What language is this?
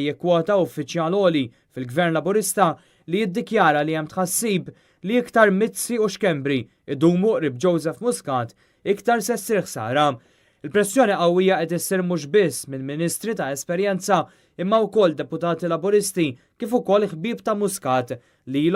Maltese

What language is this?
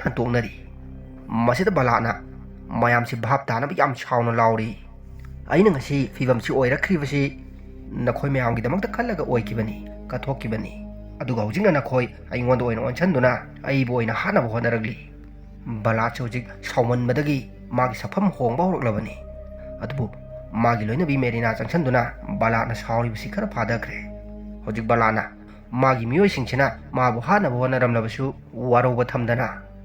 Manipuri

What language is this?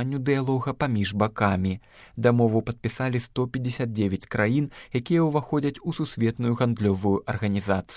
Belarusian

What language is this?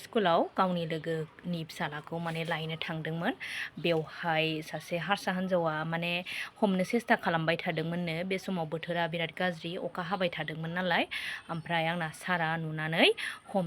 Bodo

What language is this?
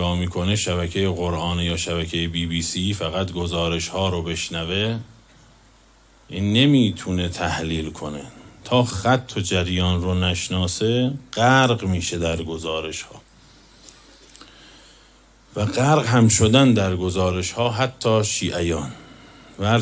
Persian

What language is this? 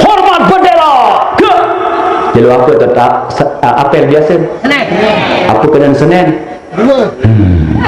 Sasak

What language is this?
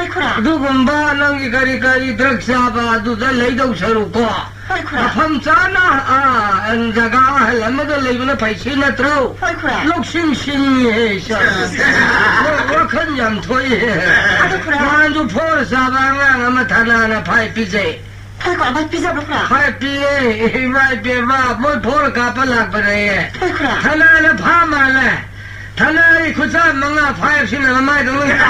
Manipuri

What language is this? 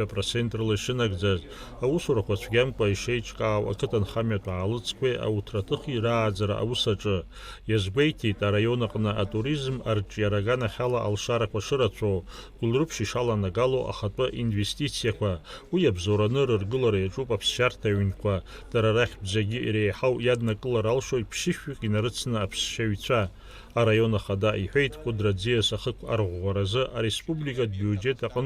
Abkhazian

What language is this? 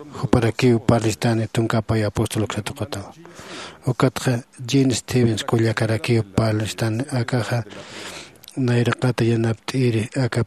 Aymara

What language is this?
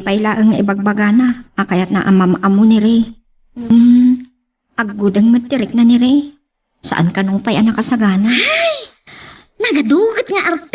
Iloko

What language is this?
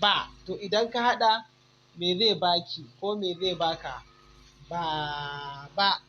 Hausa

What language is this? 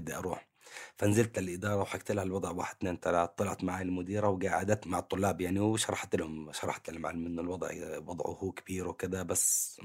North Levantine Arabic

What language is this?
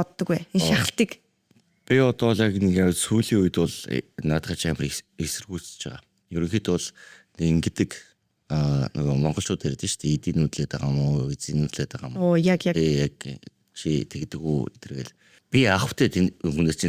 Mongolian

